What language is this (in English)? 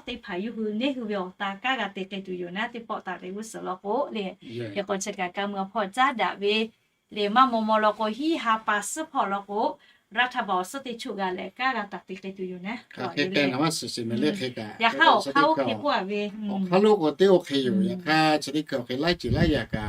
Lahu